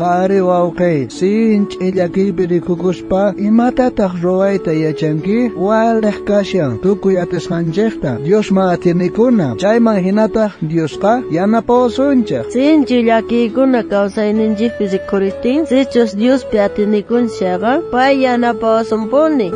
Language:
South Bolivian Quechua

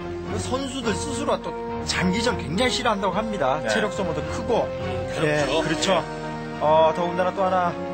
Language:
Korean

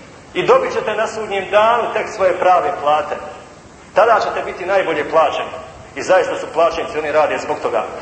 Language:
Bosnian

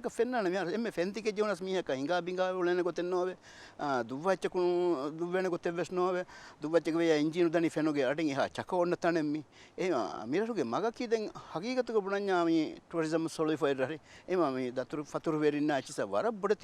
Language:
Divehi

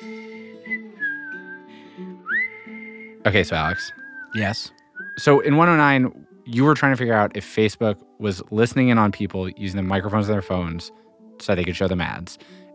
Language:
English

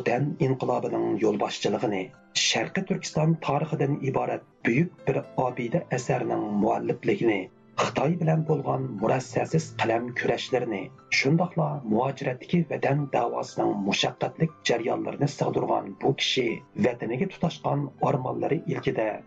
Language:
Uyghur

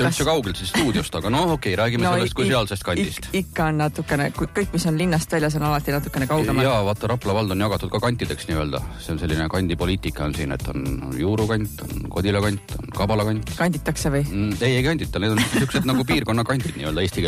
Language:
Estonian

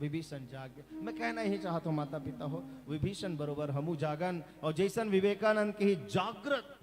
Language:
Chhattisgarhi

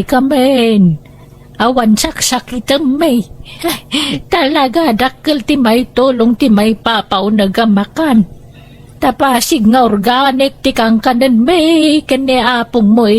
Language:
Iloko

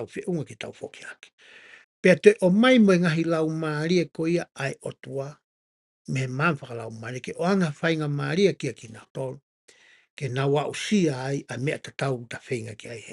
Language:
Tongan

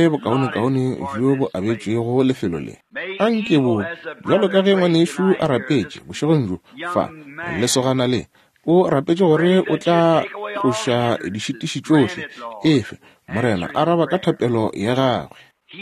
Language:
Northern Sotho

